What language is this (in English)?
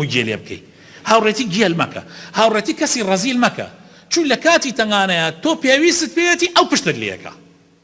Central Kurdish